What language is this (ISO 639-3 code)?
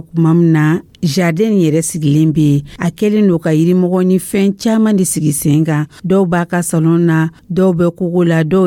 dyu